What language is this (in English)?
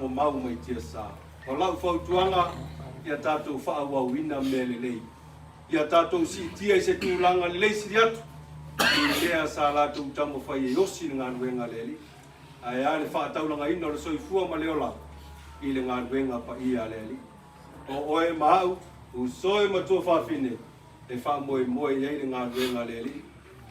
Samoan